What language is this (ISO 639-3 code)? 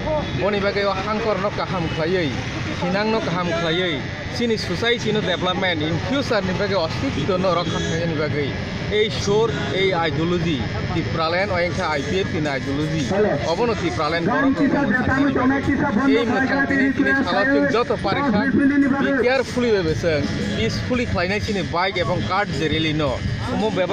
trp